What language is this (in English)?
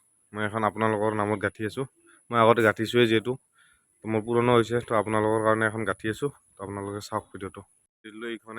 Assamese